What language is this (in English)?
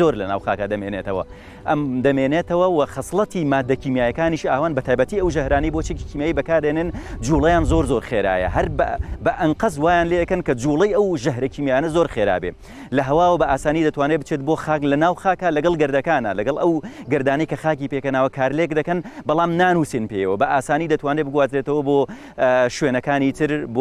Central Kurdish